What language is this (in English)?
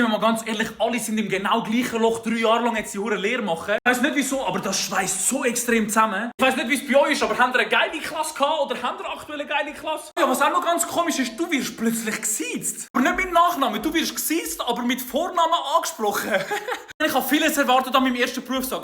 Swiss German